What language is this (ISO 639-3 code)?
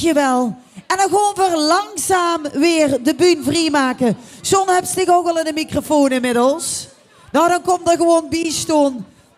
lim